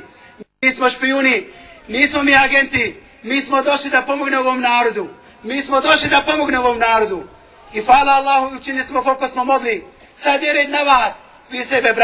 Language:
Bosnian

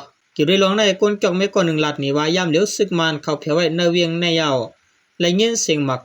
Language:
Shan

